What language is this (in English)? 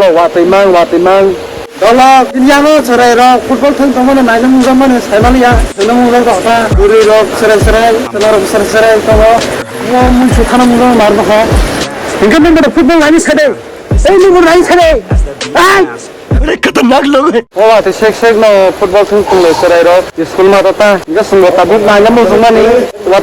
Kok Borok